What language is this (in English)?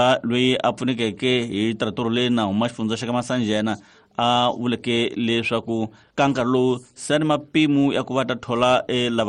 Tsonga